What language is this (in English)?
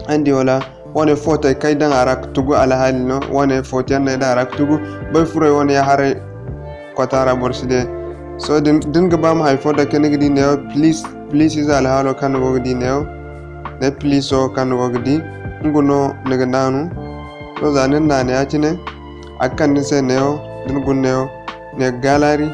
Zarma